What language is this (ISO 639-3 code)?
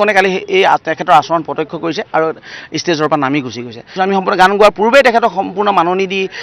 asm